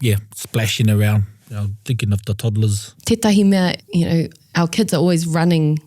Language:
Māori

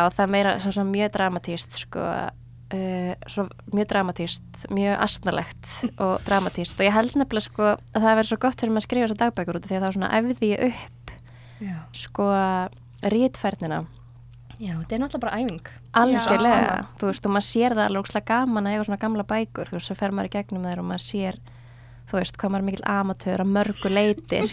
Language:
Icelandic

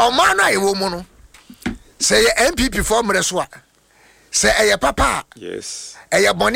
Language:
Akan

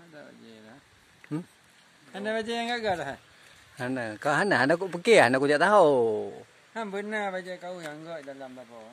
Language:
Achinese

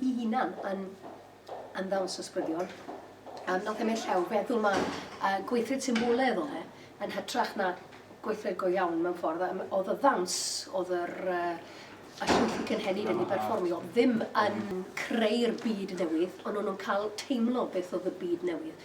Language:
Welsh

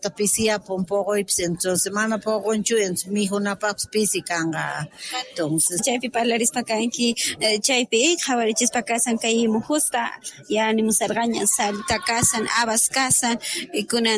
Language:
South Bolivian Quechua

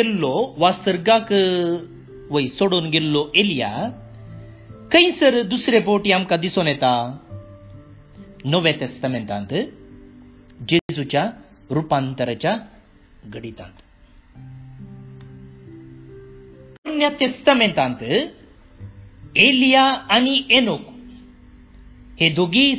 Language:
Konkani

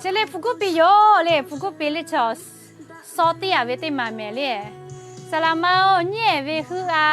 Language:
Lahu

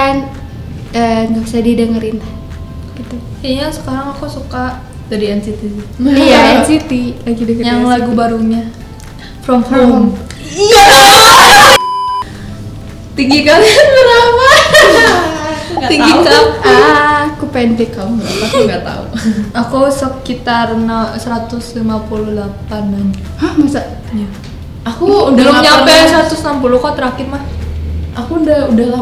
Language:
Indonesian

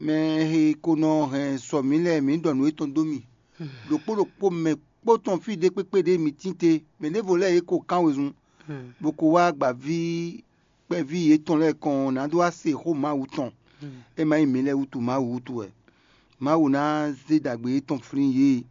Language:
Fon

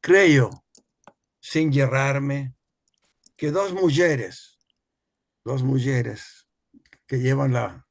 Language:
Ladino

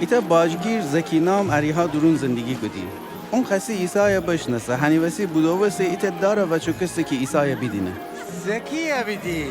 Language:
Gilaki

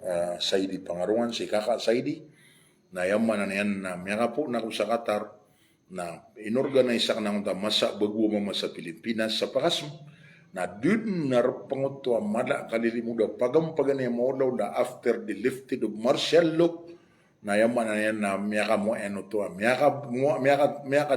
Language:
Maranao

